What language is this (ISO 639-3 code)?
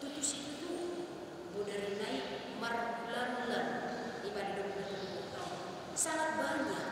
bbc